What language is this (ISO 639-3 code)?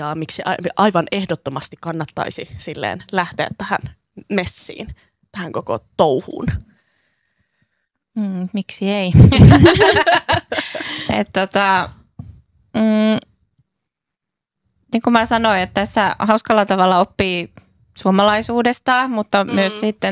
fin